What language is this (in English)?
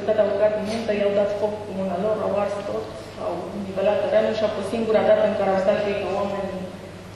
Romanian